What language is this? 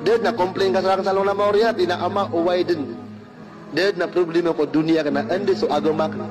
Maranao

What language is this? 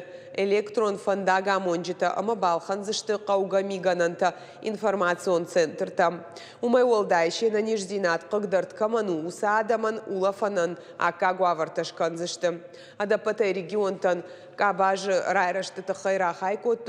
Ossetic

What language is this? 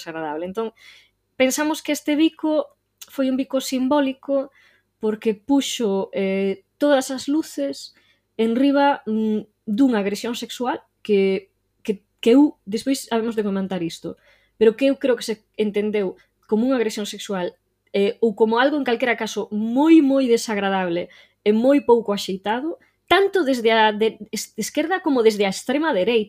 Galician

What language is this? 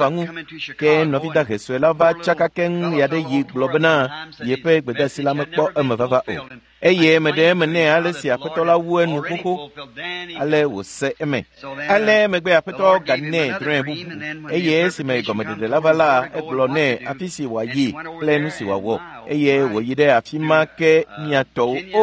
Ewe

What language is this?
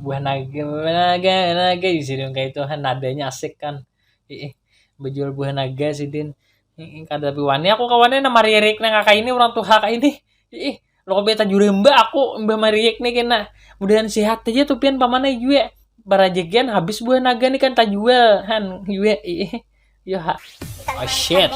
Banjar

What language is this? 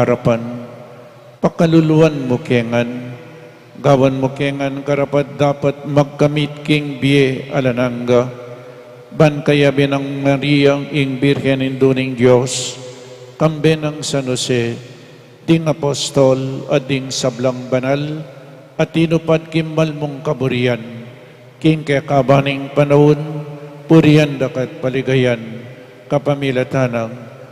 Pampanga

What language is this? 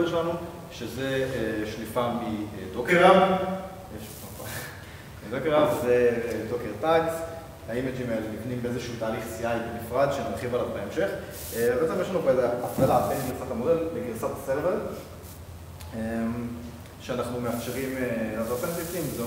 Hebrew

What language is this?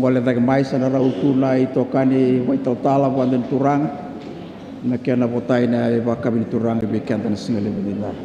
Fijian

